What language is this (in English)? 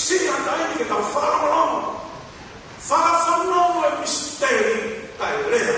Tongan